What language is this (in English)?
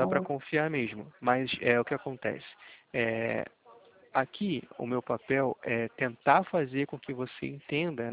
Portuguese